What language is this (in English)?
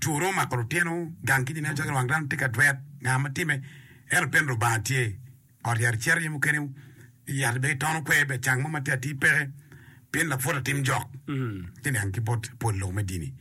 Acoli